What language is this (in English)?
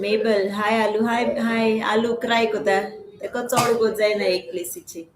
Konkani